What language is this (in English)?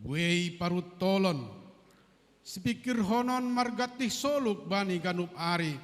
Batak Simalungun